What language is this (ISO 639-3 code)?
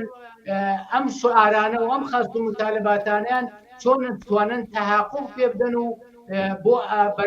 ckb